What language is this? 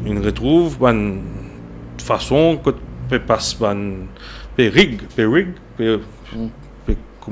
Morisyen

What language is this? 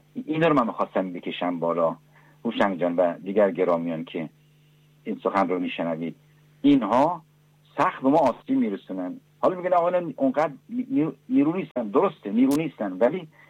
Persian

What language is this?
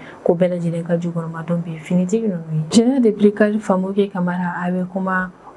Bambara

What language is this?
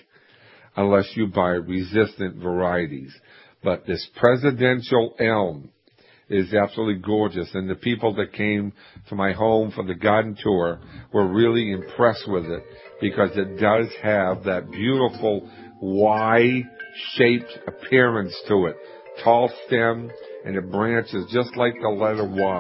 English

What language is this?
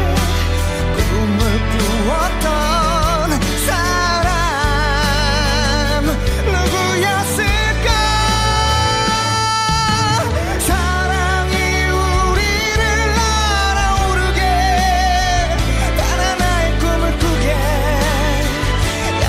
Korean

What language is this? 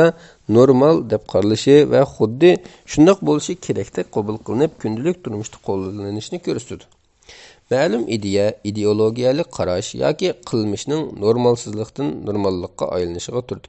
Uyghur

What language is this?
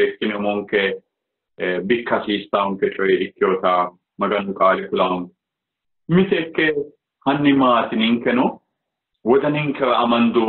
Sidamo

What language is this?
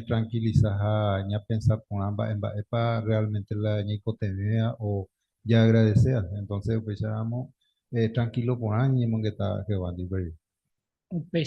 Guarani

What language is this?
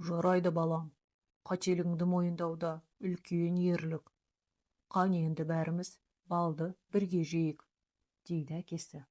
Kazakh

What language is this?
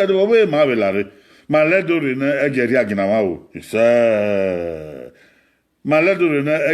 Bini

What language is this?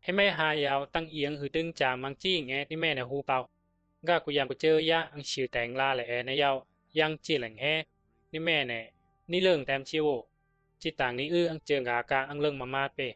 Bisu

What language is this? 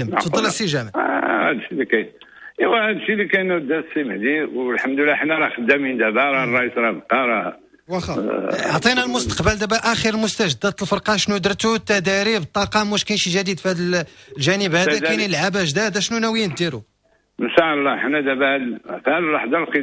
Moroccan Arabic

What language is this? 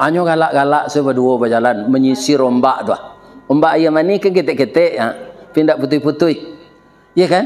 Minangkabau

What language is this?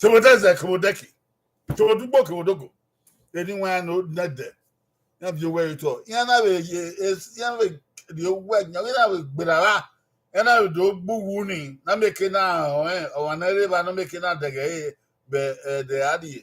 Bini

